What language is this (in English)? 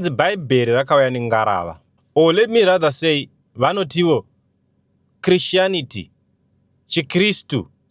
Shona